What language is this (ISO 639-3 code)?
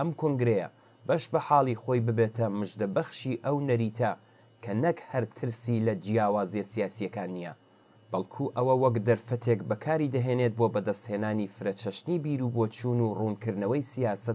ckb